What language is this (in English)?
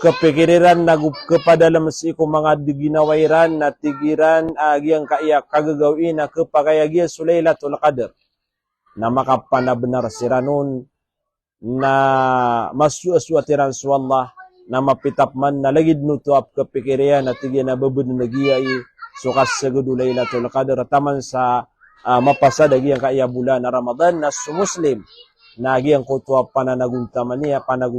Maranao